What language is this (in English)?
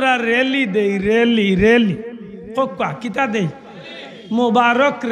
Sylheti